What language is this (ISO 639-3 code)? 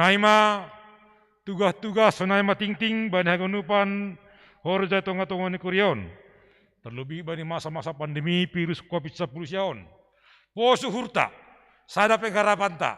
bts